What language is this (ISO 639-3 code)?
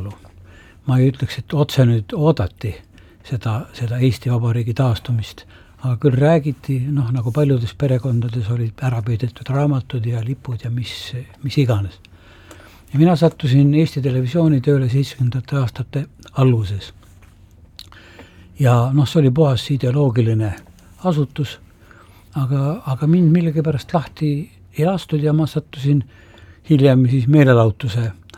est